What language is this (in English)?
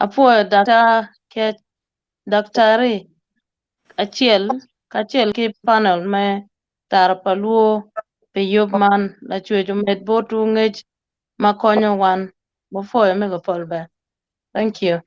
Acoli